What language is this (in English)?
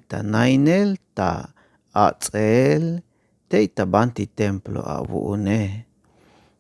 Tzeltal